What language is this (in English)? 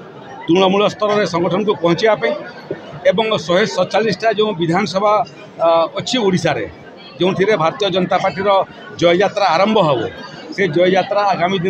Odia